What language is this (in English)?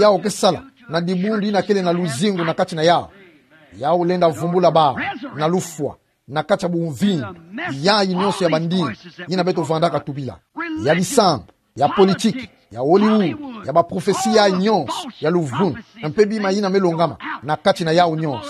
Kituba (Democratic Republic of Congo)